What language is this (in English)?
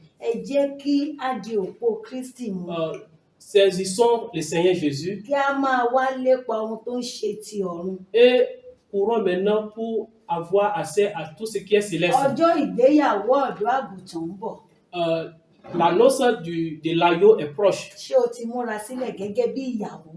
Yoruba